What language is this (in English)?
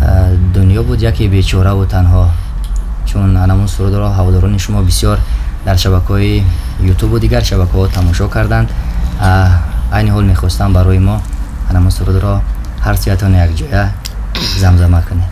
Tajik